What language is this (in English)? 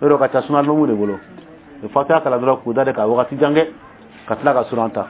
Dyula